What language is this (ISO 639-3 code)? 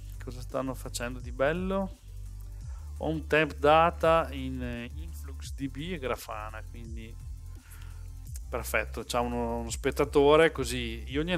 ita